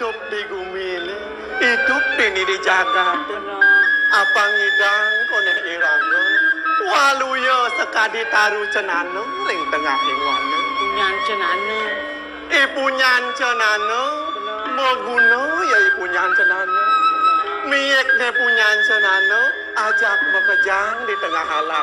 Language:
Balinese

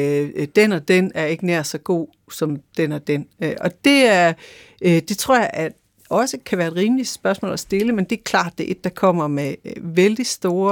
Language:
Danish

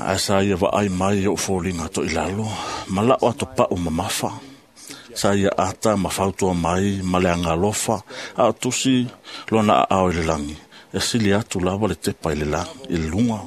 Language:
Samoan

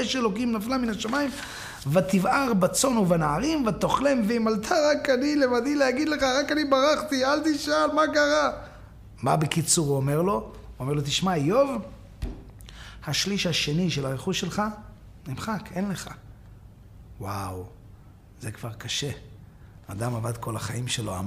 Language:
Hebrew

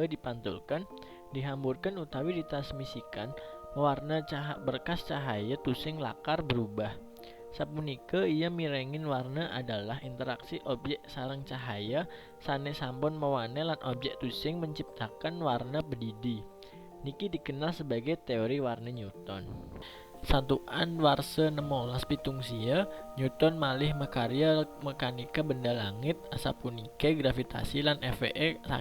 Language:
Balinese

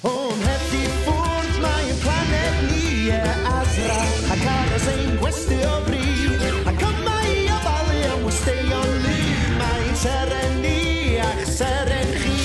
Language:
Welsh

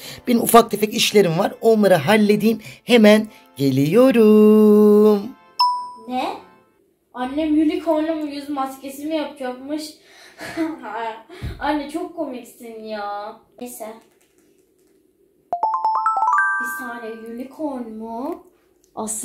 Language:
Turkish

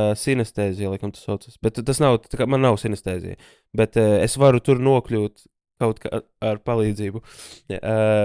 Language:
Latvian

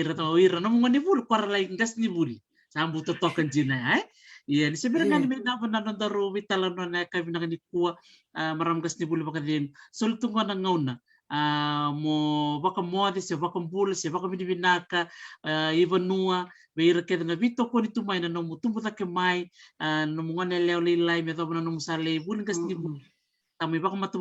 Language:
Fijian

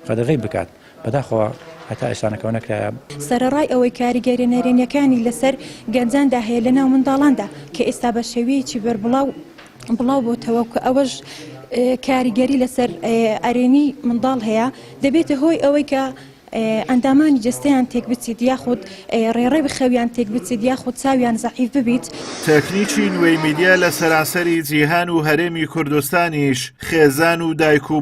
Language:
Central Kurdish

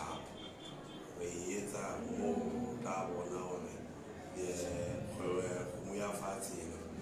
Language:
Southern Sotho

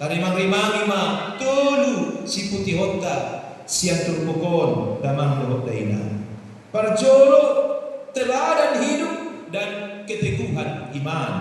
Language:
Batak Toba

